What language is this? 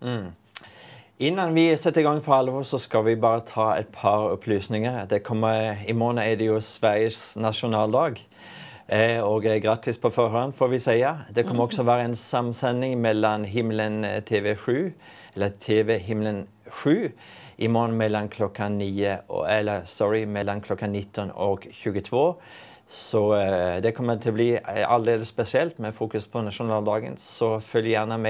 Swedish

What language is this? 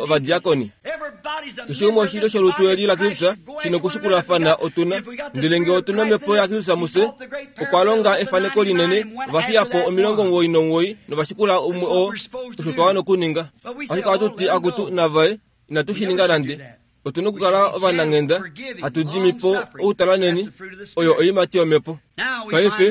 Kuanyama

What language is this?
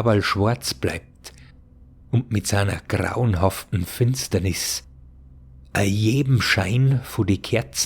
Bavarian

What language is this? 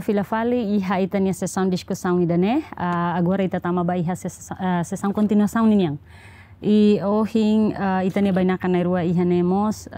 Tetum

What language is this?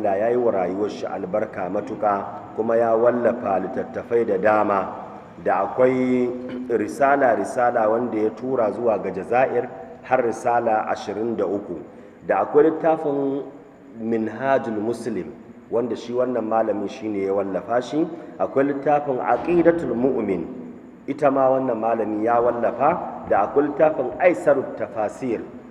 Hausa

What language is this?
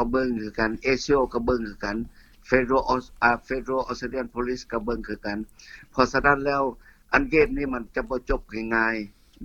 Lao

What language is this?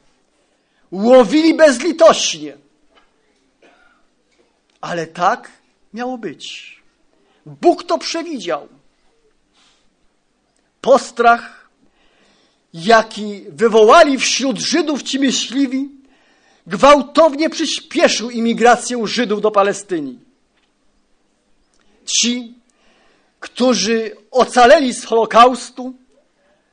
Polish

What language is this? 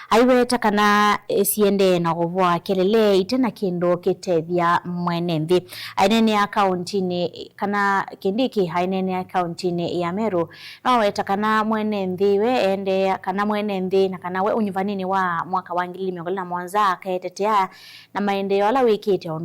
Kamba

